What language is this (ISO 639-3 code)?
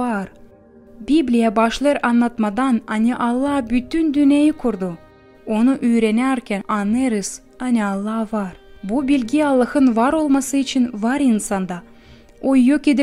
gag